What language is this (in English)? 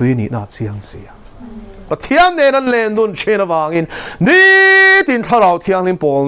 Mizo